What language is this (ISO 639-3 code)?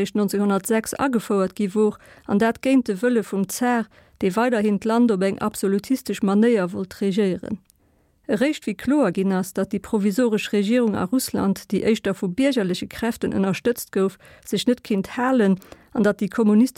ltz